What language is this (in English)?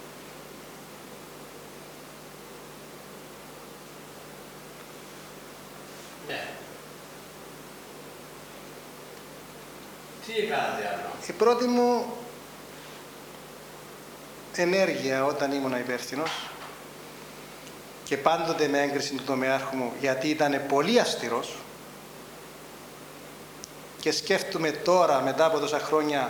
Greek